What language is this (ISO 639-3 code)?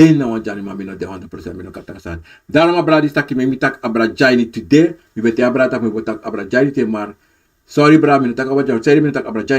srn